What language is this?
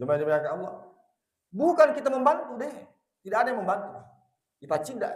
Buginese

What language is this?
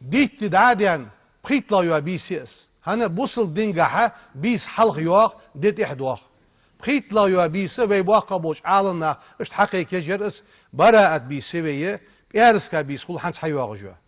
Ingush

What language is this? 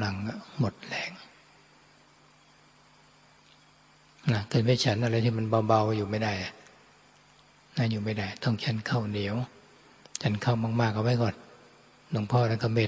Thai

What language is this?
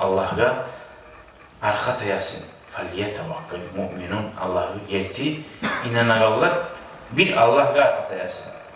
Kumyk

